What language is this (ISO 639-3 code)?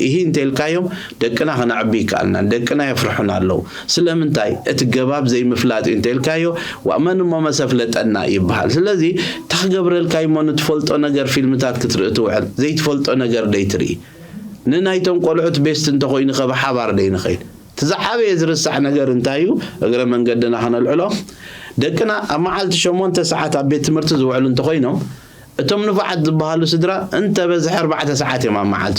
tir